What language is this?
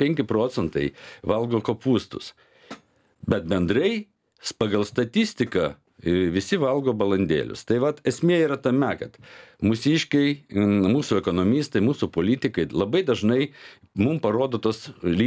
Lithuanian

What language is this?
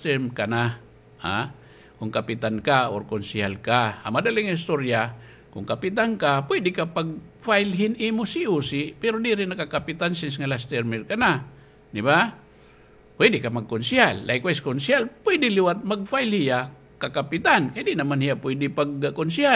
Waray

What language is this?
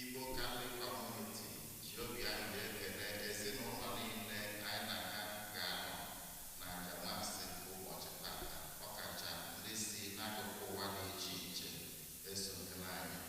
Igbo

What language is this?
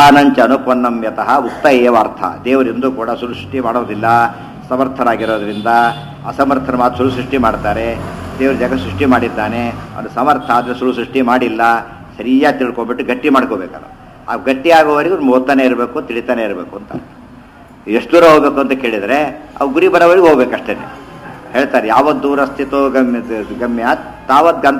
Kannada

